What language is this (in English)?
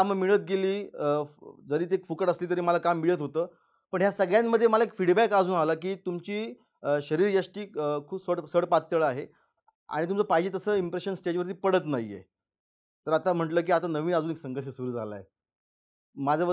Marathi